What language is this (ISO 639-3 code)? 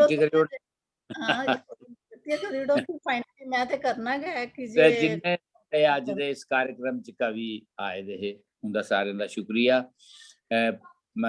doi